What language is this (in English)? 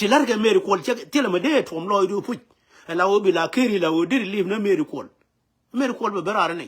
Nuer